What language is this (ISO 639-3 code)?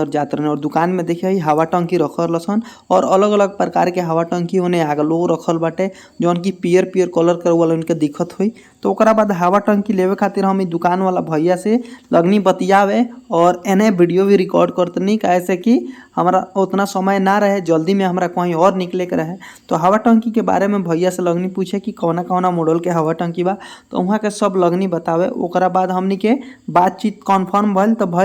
bho